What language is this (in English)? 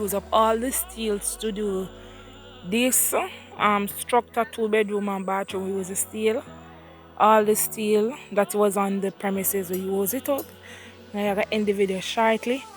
Jamaican Creole English